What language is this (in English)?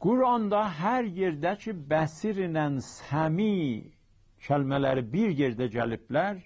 South Azerbaijani